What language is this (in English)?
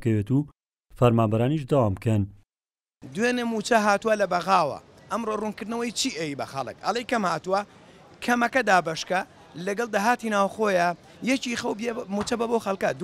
Central Kurdish